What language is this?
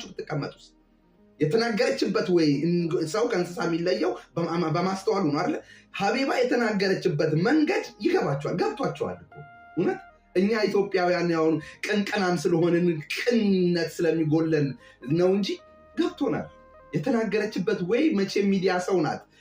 Amharic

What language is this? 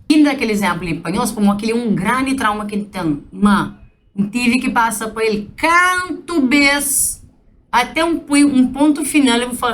Kabuverdianu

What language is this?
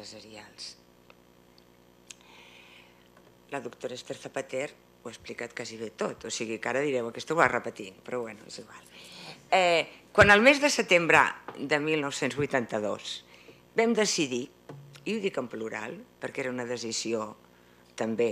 Catalan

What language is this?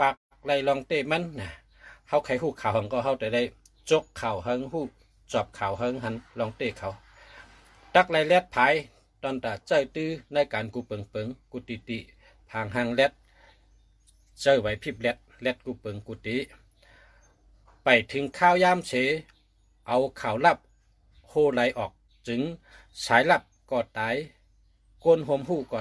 Shan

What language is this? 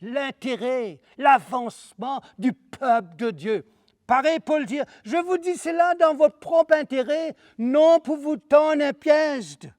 Morisyen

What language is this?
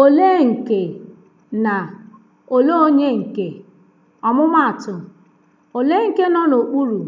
Igbo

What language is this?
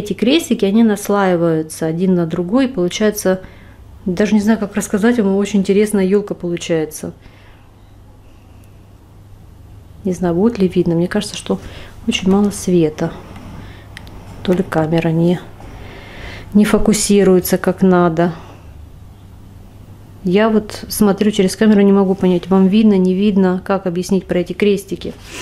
Russian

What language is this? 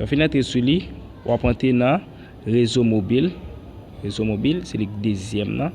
Haitian Creole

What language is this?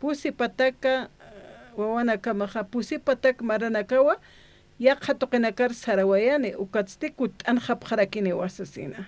Aymara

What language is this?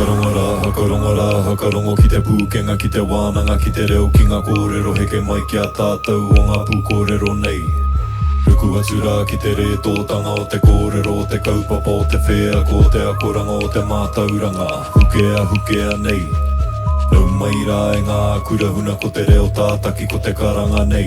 Māori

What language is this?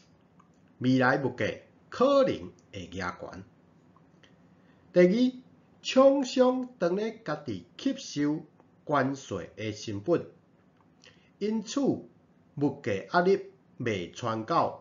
Min Nan Chinese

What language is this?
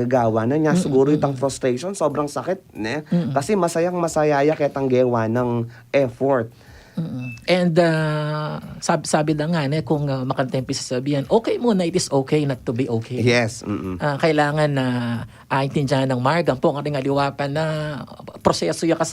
Pampanga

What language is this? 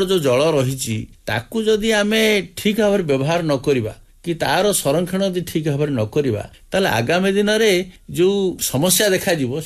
Odia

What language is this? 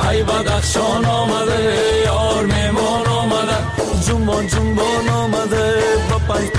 Persian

